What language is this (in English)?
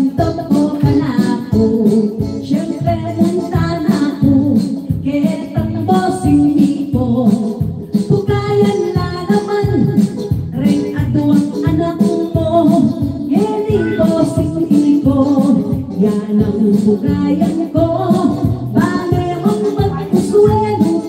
Pampanga